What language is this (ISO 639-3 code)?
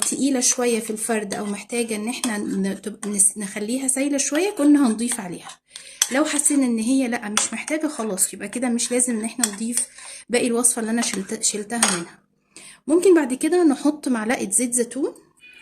arz